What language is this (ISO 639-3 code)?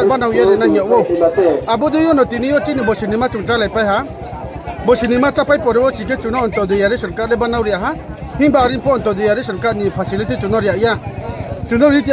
ria